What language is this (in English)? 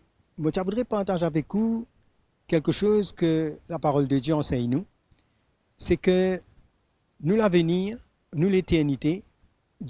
Morisyen